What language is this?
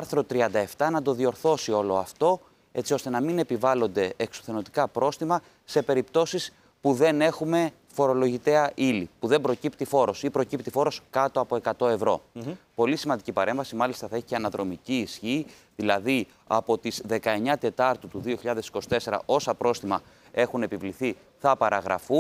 Greek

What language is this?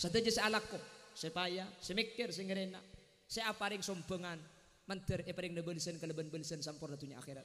Madurese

